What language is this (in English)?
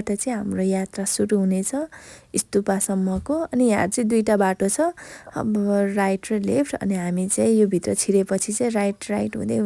Nepali